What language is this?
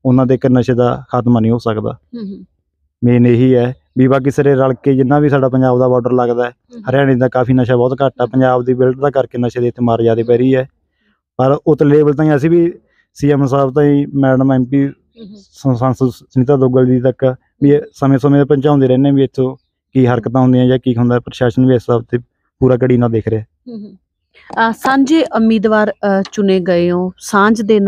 Punjabi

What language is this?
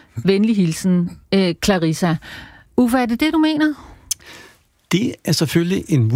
Danish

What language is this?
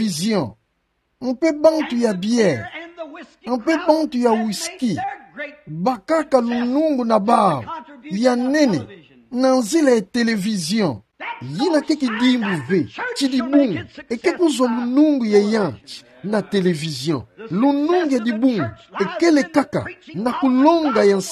Kituba (Democratic Republic of Congo)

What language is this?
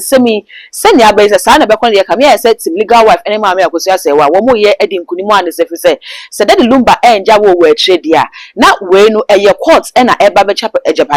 Akan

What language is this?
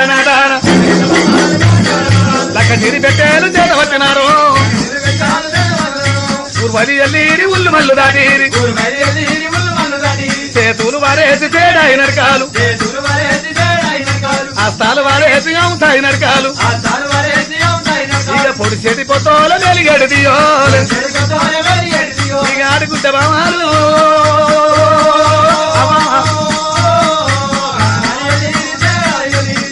Telugu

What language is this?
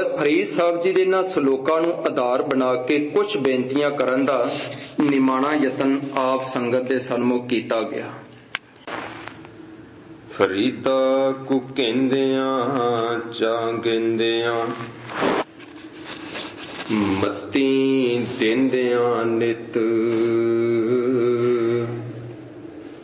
Punjabi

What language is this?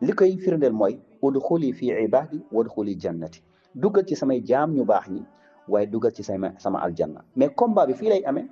Wolof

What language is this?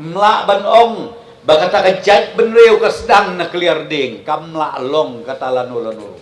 Khasi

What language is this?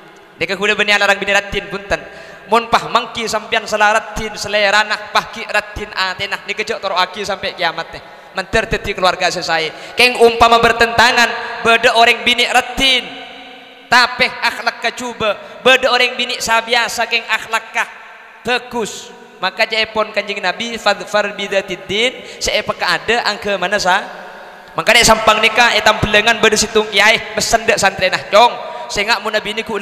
Madurese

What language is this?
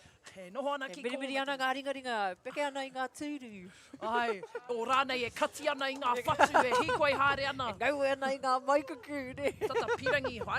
Māori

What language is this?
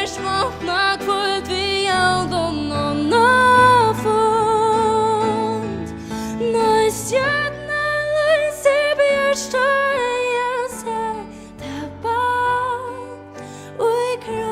Faroese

